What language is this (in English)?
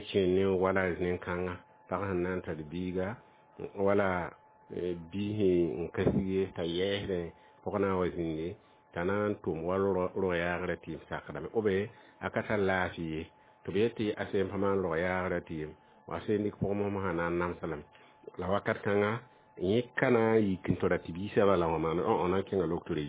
Mossi